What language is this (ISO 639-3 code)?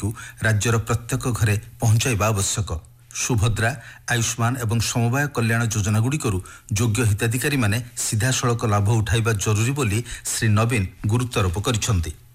ori